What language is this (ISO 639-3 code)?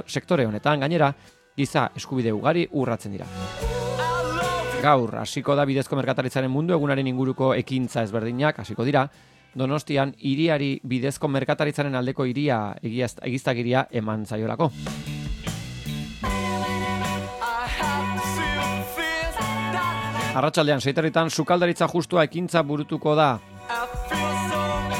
eus